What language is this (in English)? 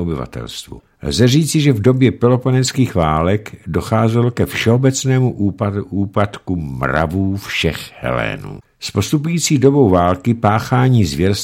Czech